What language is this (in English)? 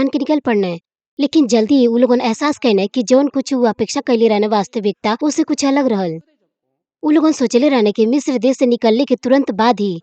Bhojpuri